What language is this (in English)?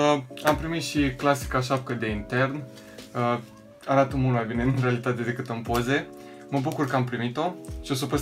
Romanian